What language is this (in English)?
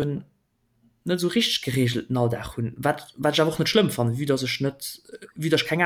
Luxembourgish